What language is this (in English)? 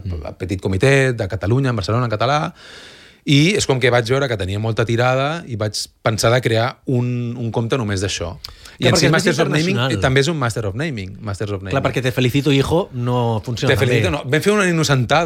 Catalan